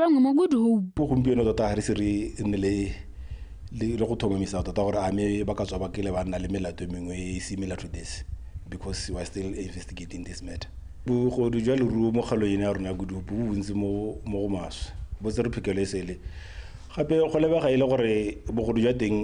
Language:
Tswana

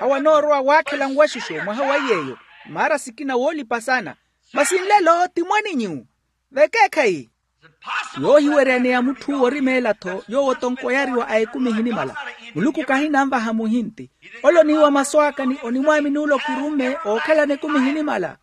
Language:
Makhuwa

